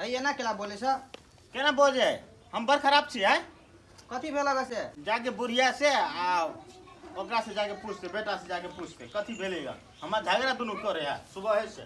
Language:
Maithili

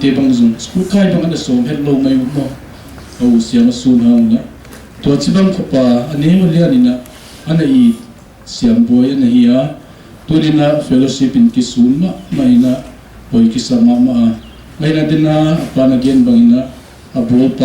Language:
Paite Chin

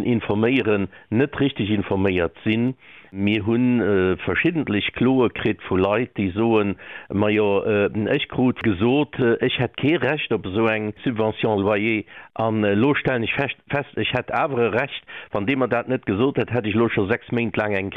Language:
Luxembourgish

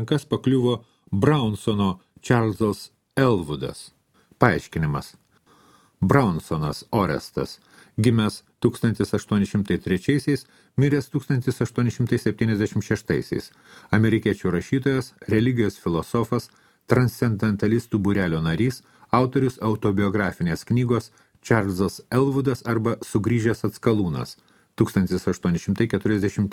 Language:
Lithuanian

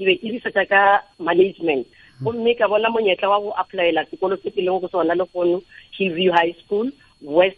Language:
Northern Sotho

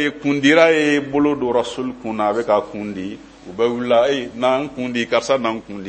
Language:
Bambara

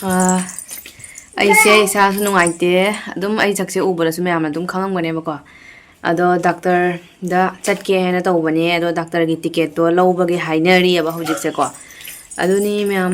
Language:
Manipuri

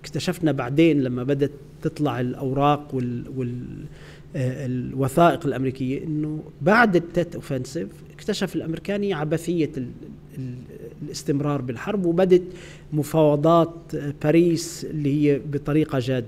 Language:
North Levantine Arabic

